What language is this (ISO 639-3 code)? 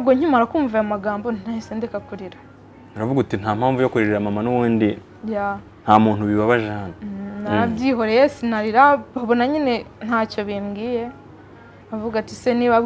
kin